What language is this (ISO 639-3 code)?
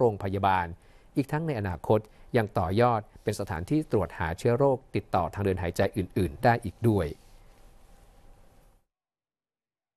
tha